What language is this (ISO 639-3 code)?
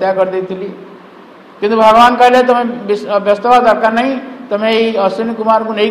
ori